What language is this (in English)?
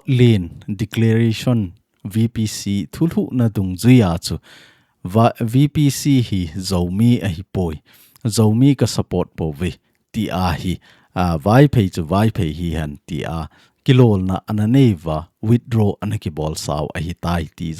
Thado Chin